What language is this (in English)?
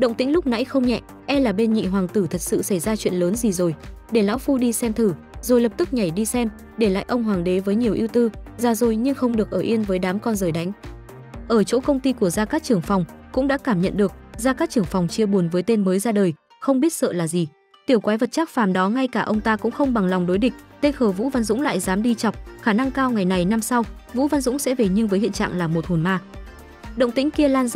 Vietnamese